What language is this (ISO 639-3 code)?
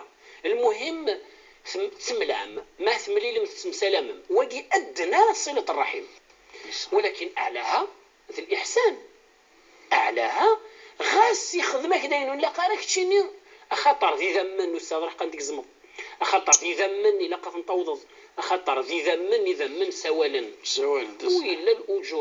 kab